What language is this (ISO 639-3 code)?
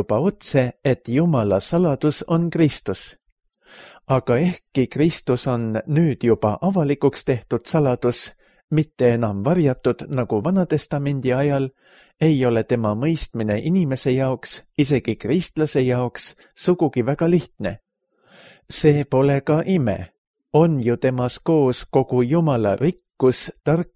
est